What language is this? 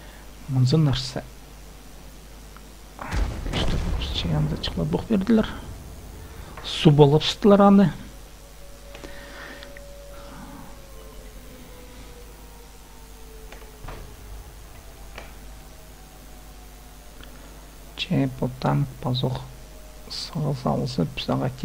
Kazakh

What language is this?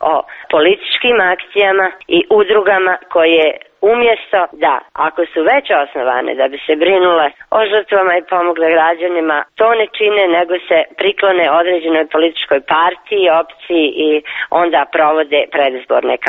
Croatian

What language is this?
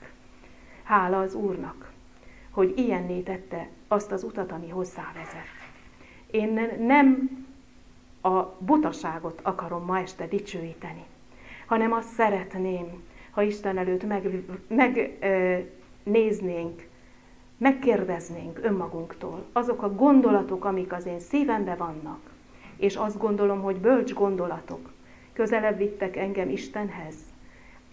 Hungarian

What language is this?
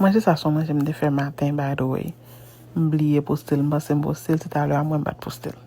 Haitian Creole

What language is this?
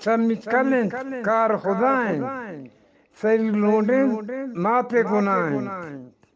Eastern Balochi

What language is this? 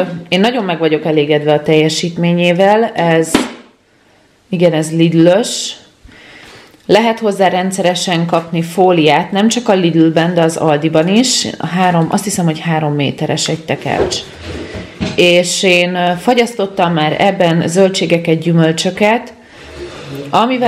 Hungarian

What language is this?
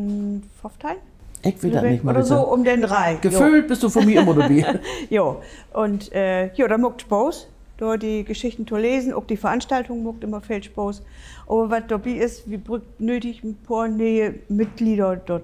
Low German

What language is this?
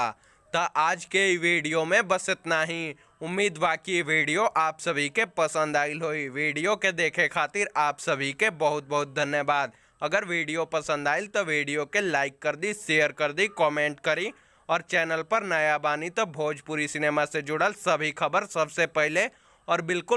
Bhojpuri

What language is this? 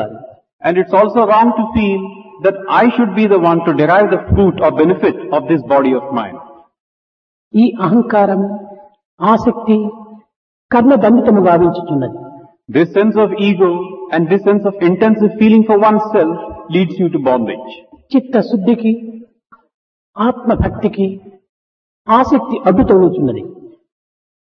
Telugu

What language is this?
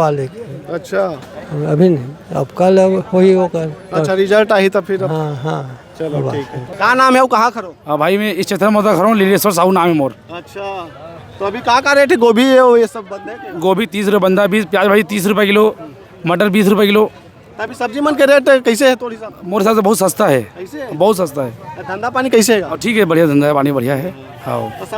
Chhattisgarhi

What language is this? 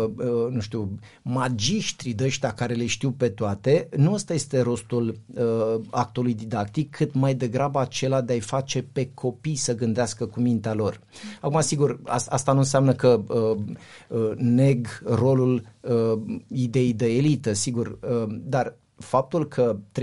Romanian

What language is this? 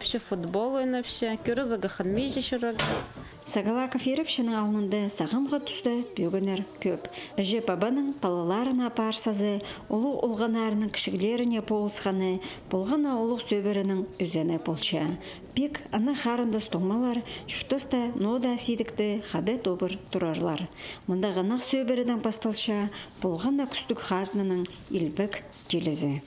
Khakas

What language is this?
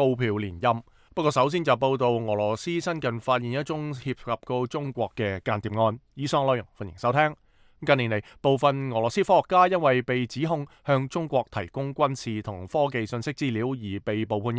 Cantonese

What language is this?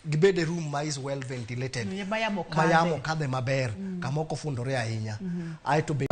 Luo (Kenya and Tanzania)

